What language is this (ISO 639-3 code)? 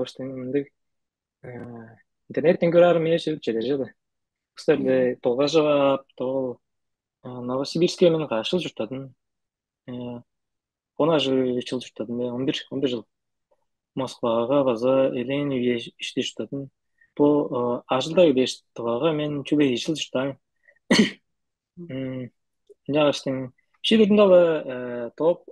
tyv